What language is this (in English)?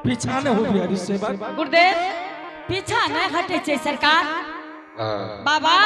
Angika